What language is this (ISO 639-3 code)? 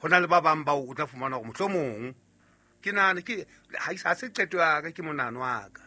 sot